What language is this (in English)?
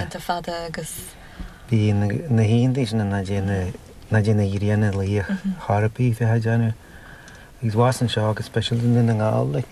Irish